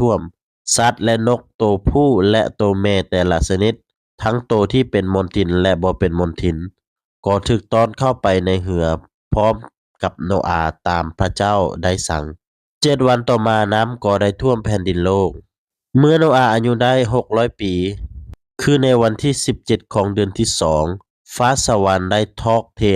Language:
Lao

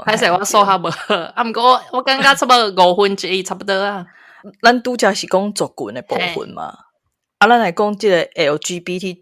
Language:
Min Nan Chinese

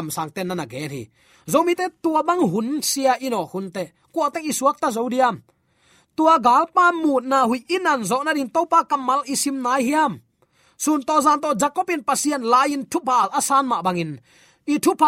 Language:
Tedim Chin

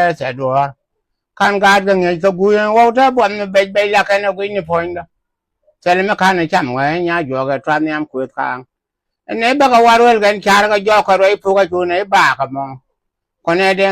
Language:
Nuer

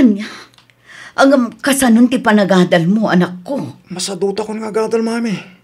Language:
Iloko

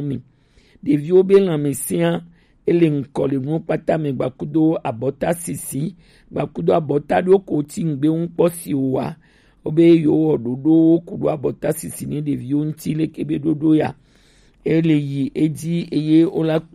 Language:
Gen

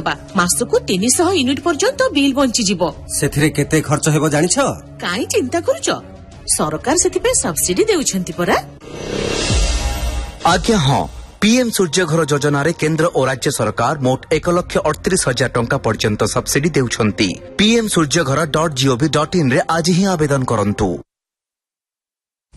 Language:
Odia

